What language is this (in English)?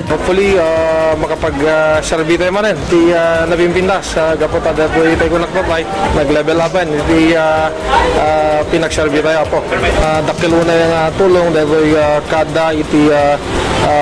Iloko